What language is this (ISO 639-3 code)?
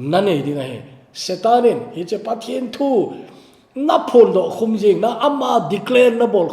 tcz